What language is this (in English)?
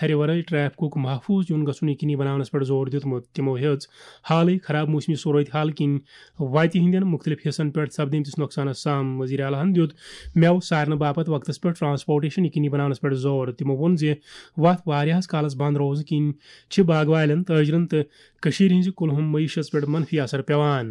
Kashmiri